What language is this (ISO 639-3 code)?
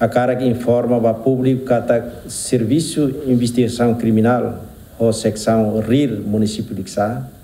tet